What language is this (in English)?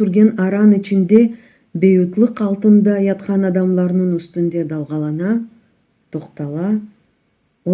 Crimean Tatar